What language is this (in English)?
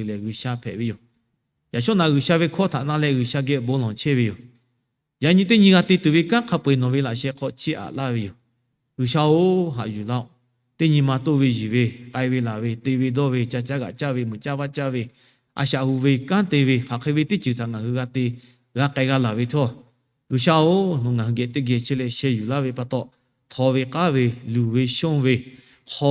Lahu